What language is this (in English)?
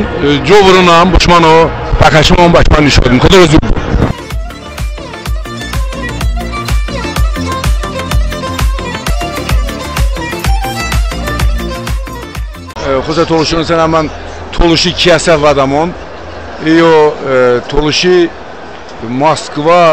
Talysh